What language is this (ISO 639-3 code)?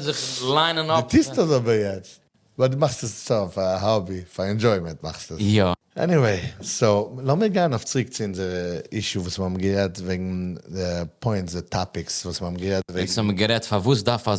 yid